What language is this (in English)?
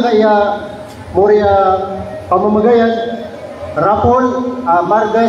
Maranao